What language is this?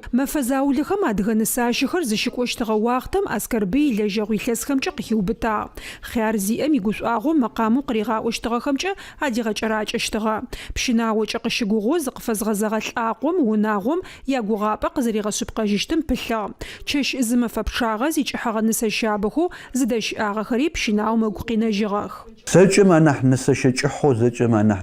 Adyghe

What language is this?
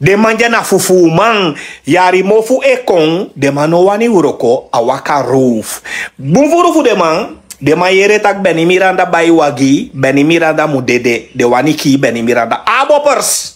Sranan Tongo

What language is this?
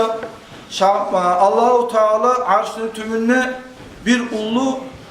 Kumyk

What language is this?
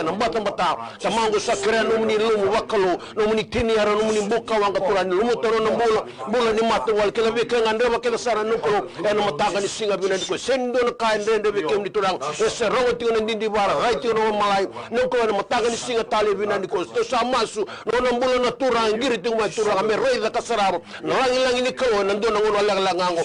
Fijian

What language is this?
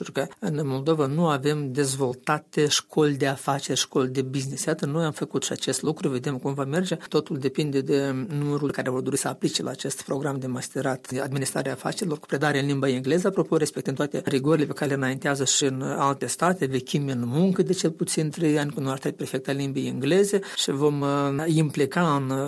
Romanian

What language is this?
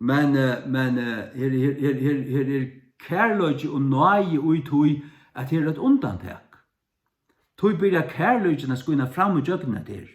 Faroese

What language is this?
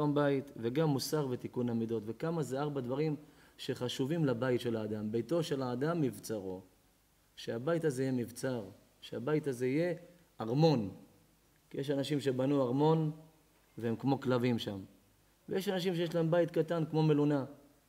Hebrew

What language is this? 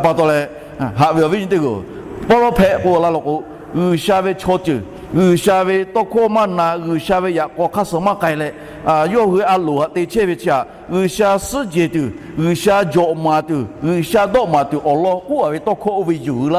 Lahu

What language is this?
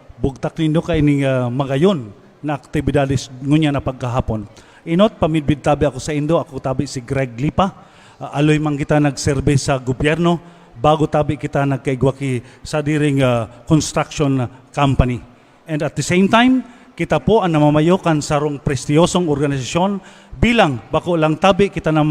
Bikol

